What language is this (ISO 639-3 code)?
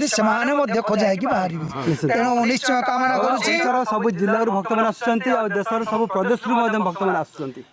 ori